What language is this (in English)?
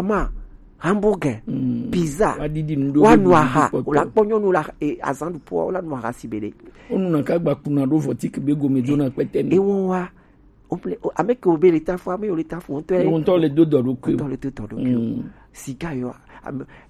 Gen